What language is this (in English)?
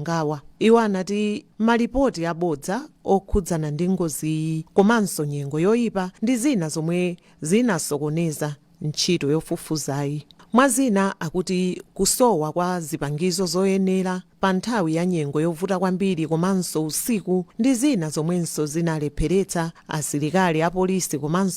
Nyanja